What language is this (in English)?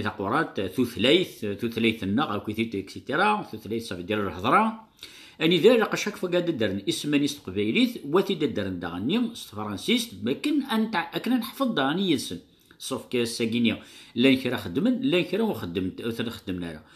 Kabyle